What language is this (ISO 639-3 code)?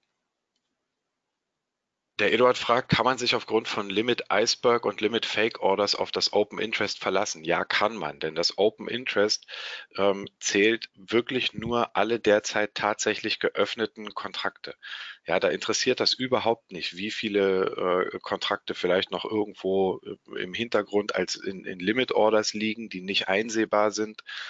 deu